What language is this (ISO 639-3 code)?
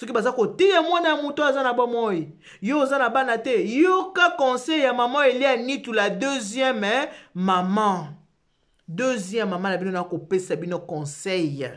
lin